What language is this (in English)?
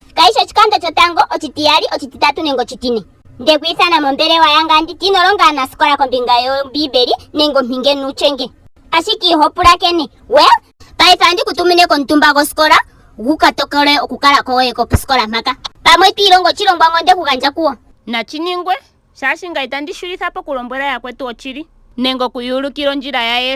Ndonga